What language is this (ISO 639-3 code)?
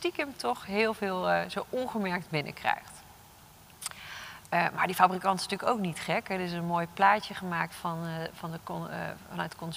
nld